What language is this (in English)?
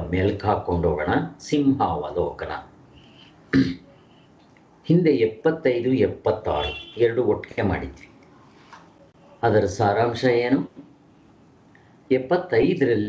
Kannada